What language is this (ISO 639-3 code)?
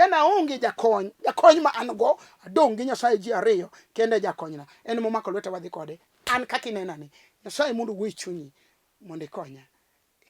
luo